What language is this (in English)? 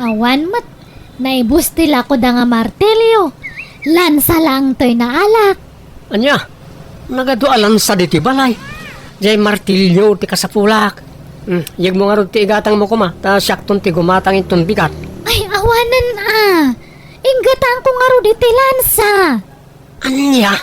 Iloko